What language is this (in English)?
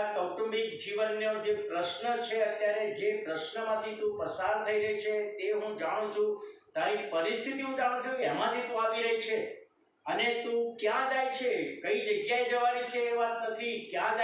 Gujarati